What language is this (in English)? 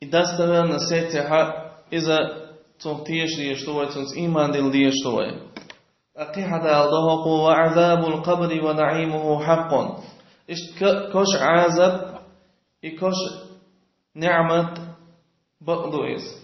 Chechen